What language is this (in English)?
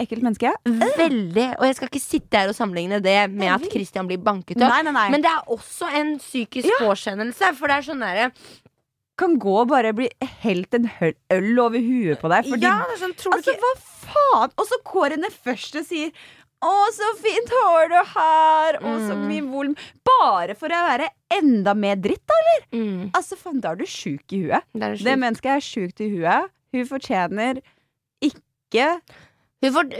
Norwegian